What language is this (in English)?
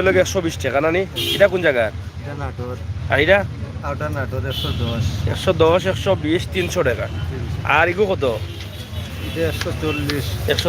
Sylheti